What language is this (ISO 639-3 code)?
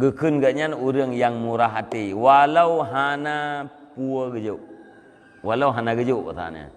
ace